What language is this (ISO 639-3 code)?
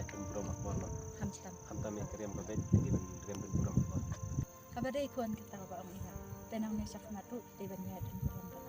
kha